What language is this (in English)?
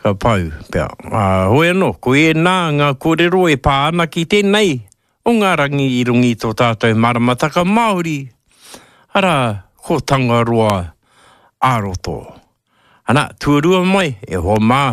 Māori